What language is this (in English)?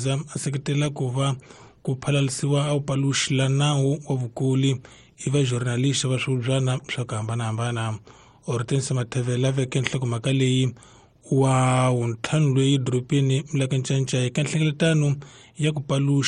Tsonga